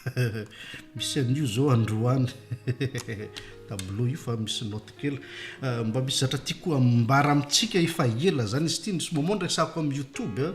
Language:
Malagasy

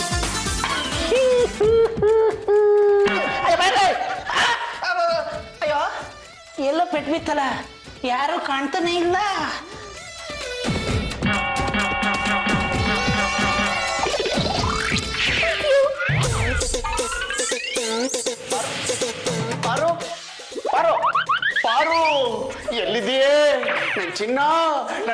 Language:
Kannada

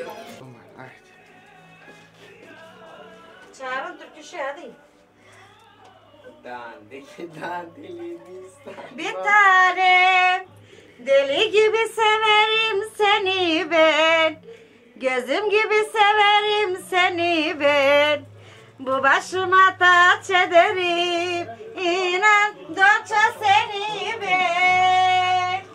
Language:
Turkish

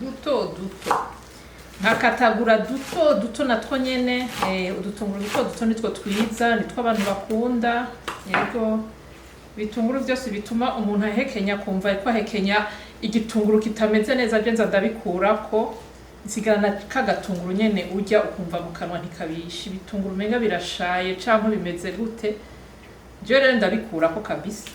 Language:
Rundi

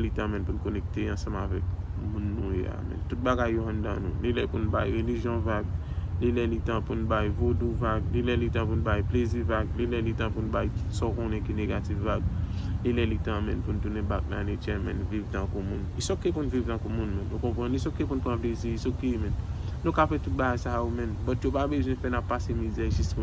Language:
Haitian Creole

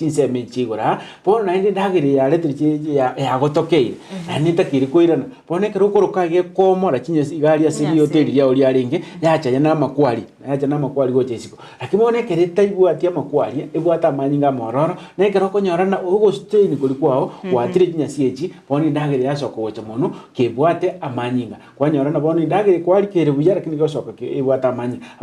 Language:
Gusii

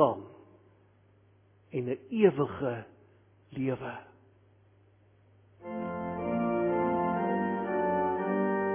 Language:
Afrikaans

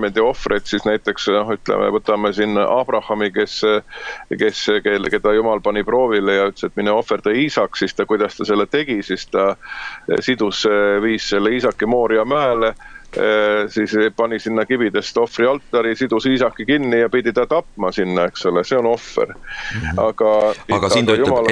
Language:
Estonian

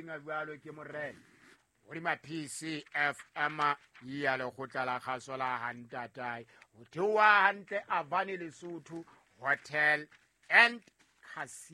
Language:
Southern Sotho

